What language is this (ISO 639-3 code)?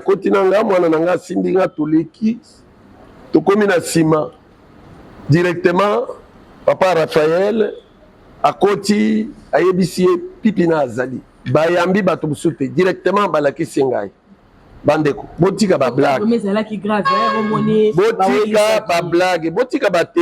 lin